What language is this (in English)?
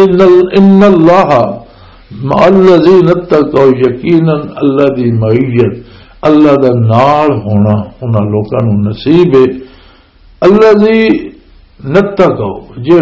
Western Panjabi